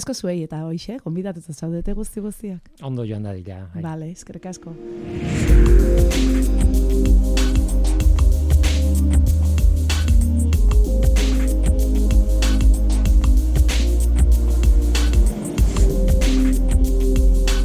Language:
Basque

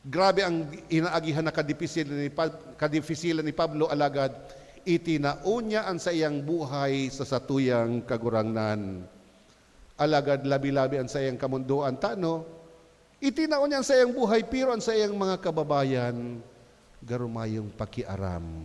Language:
Bikol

